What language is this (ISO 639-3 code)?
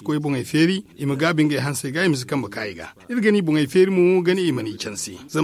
dje